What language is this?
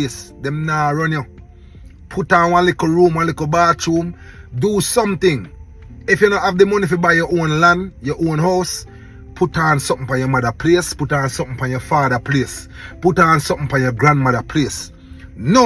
Jamaican Creole English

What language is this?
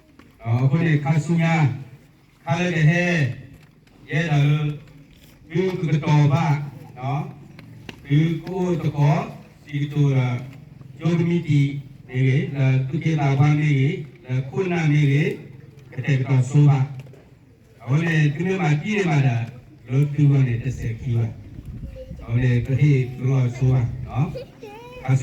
S'gaw Karen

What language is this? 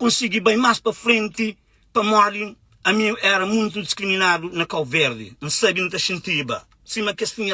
Kabuverdianu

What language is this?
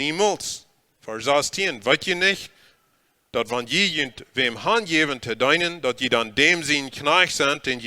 Plautdietsch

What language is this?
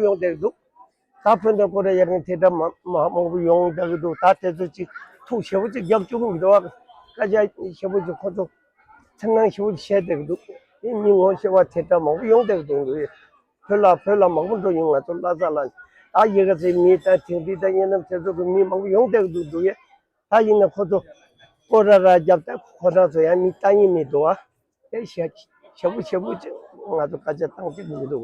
Tibetan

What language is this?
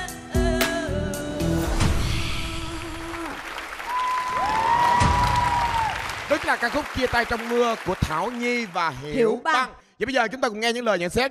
Vietnamese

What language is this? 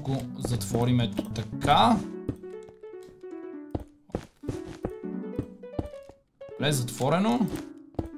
Bulgarian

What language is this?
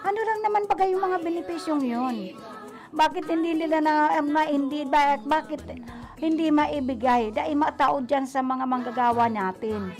Bikol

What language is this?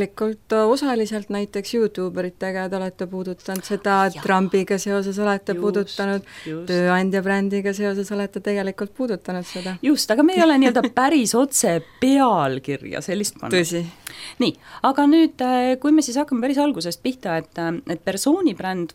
Estonian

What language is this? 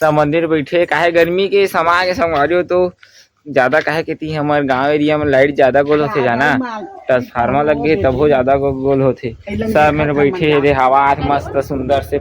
Chhattisgarhi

